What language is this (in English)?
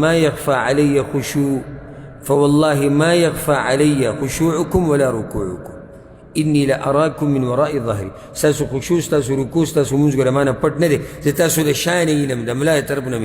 Pashto